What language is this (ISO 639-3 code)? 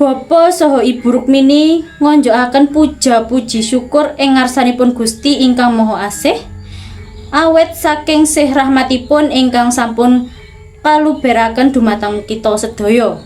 jav